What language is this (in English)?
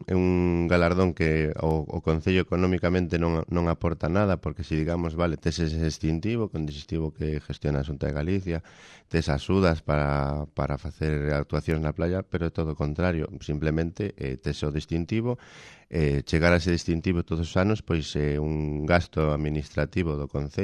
Galician